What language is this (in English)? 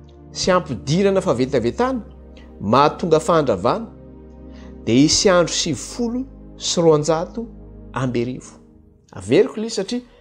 Malagasy